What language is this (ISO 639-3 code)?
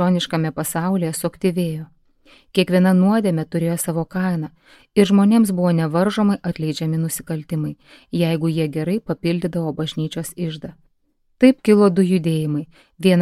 lit